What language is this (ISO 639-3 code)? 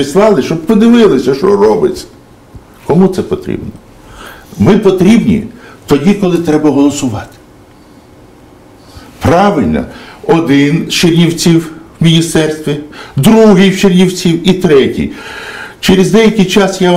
ukr